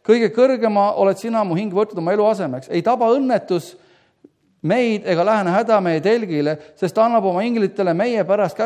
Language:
Estonian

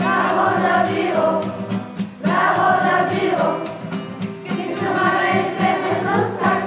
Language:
Occitan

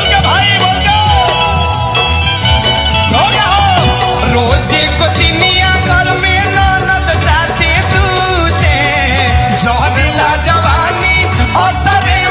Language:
Bhojpuri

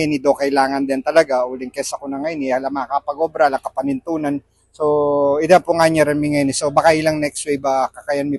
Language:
Pampanga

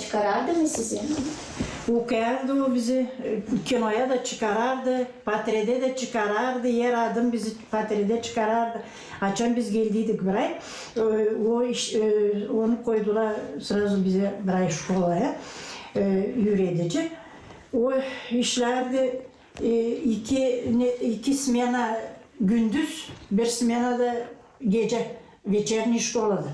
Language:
Gagauz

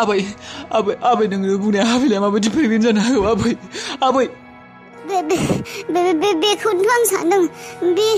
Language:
Bodo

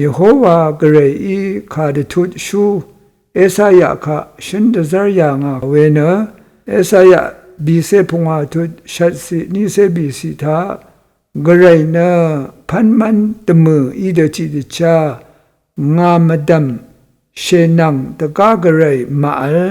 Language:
Rawang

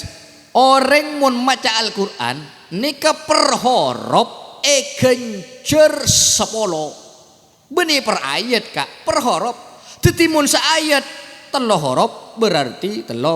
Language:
Madurese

